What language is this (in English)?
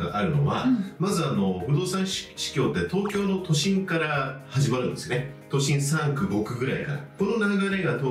Japanese